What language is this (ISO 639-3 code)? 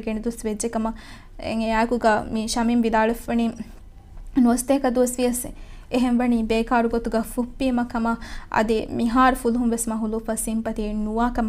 div